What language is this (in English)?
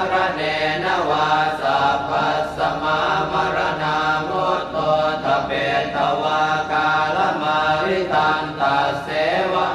Pali